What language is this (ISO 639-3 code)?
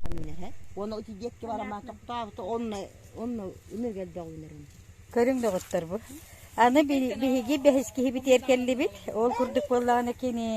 sah